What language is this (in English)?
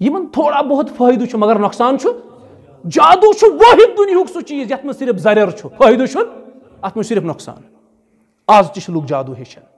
Kashmiri